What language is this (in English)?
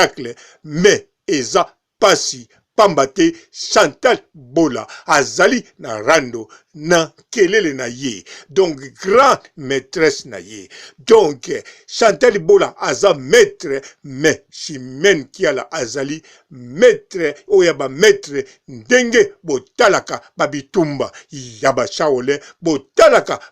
Lingala